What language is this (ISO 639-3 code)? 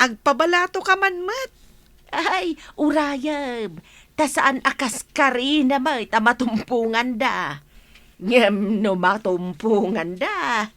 ilo